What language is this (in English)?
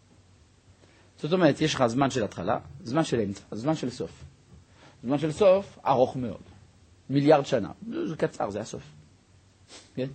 Hebrew